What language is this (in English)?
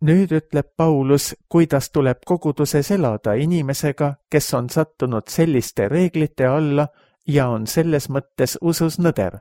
Estonian